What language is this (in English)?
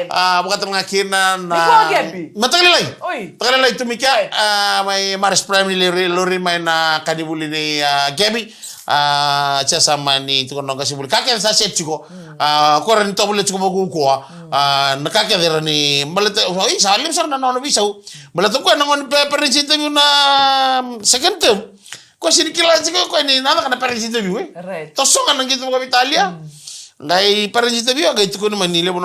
Fijian